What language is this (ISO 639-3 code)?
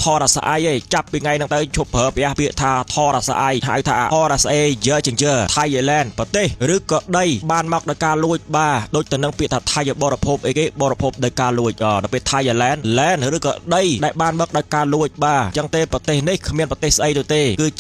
khm